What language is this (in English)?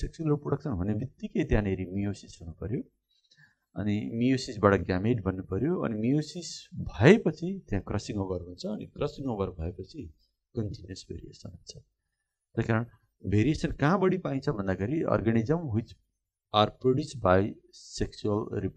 Nepali